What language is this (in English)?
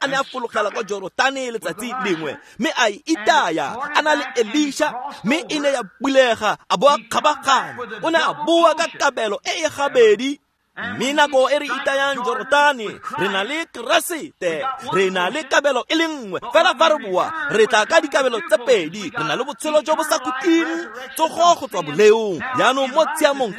Tswana